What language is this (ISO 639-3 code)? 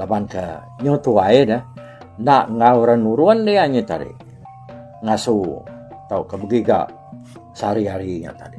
iba